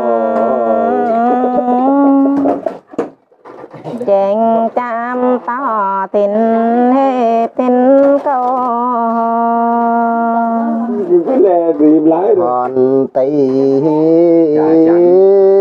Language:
Vietnamese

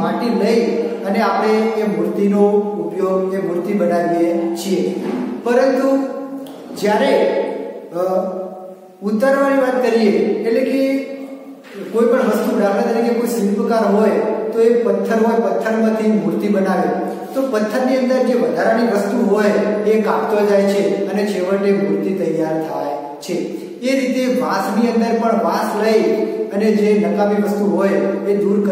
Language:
Gujarati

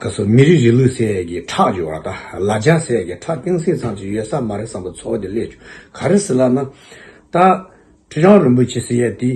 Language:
Tibetan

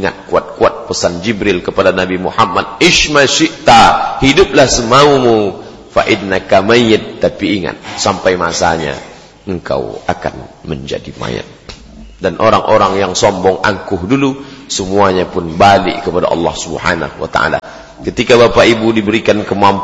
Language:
Indonesian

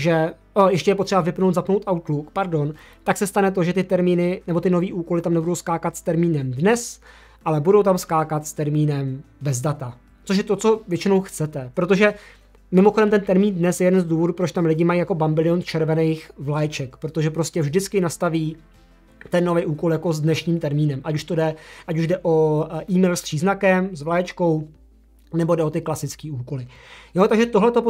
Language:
Czech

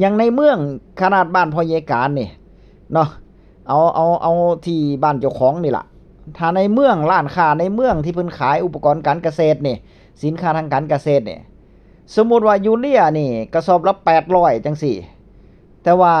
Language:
Northeastern Thai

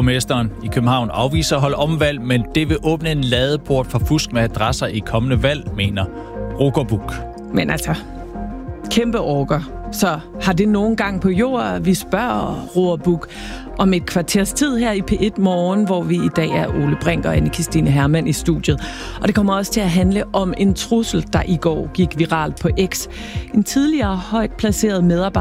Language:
Danish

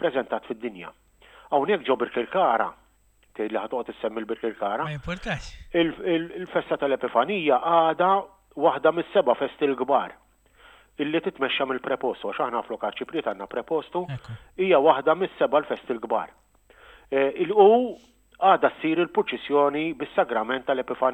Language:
Maltese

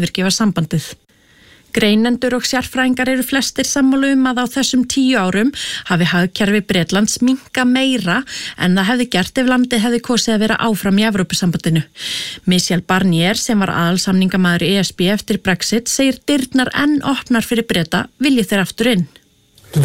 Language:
Icelandic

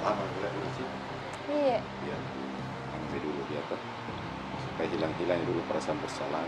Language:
Makassar Malay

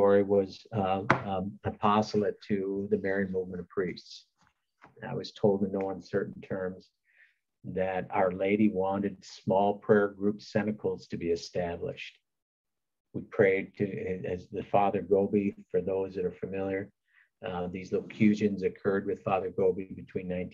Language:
English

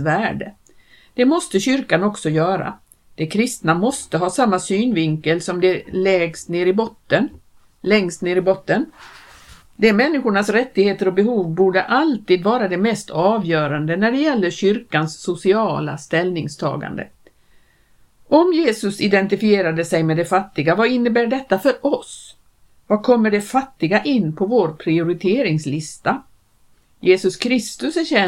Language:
Swedish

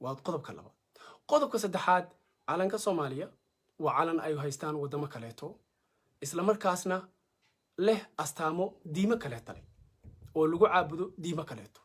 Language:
Somali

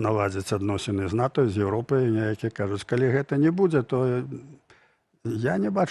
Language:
Belarusian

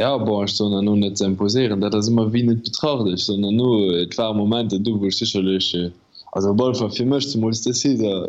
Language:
Luxembourgish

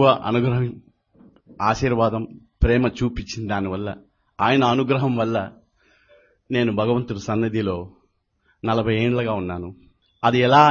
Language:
Telugu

